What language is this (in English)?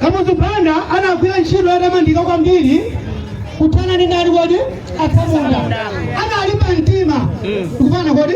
Nyanja